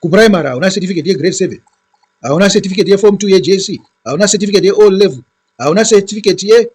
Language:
Shona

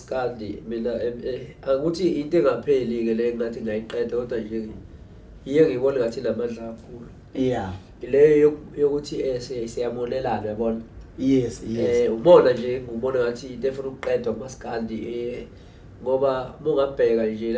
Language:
Zulu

